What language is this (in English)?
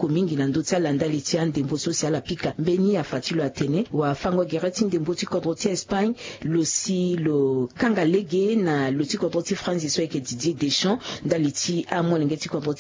Sango